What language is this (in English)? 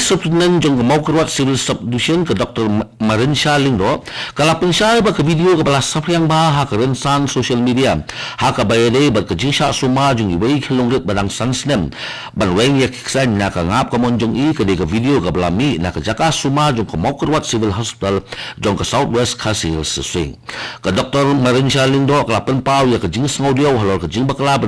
Khasi